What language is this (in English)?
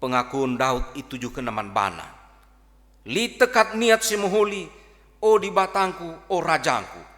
Batak Karo